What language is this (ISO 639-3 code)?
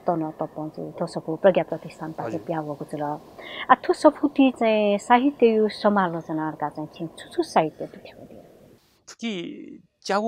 new